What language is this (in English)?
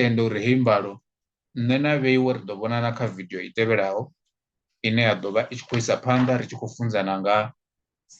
Venda